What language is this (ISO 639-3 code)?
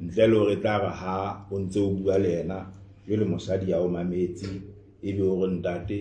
sot